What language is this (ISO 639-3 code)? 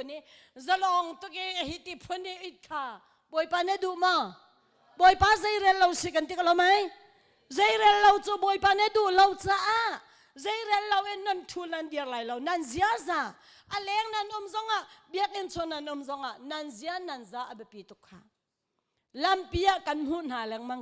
cnh